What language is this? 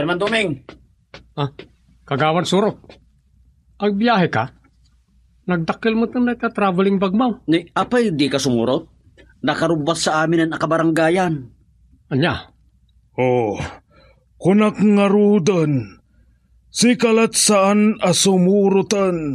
Iloko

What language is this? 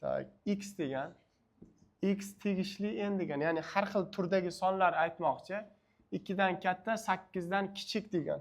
Uzbek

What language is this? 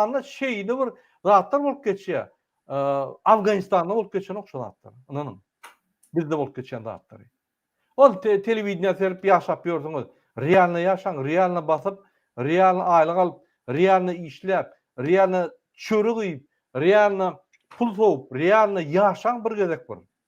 Turkmen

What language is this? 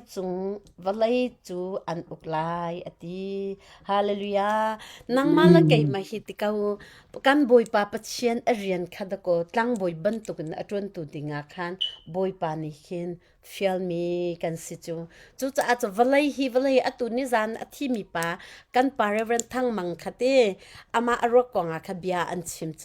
Hakha Chin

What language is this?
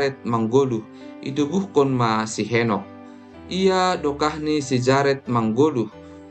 Batak Simalungun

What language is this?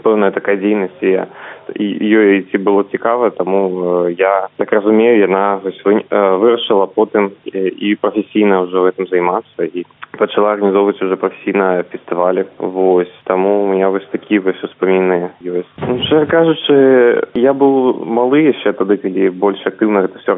Belarusian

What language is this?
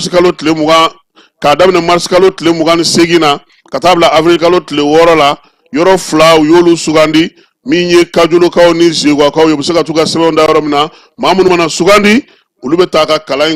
Bambara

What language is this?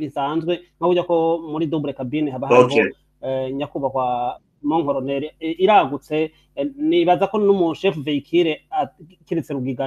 Rundi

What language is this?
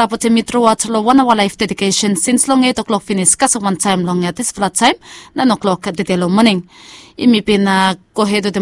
Bislama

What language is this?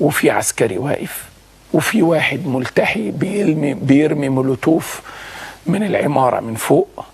Egyptian Arabic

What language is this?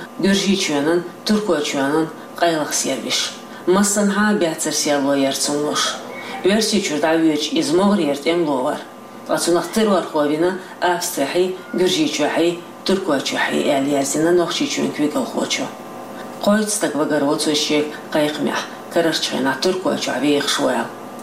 Chechen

